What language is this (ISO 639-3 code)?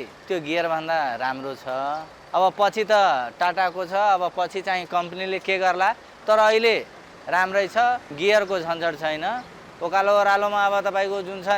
nep